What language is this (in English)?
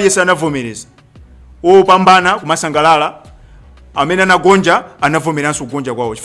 Nyanja